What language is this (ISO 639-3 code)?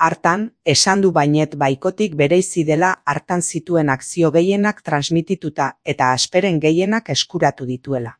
eus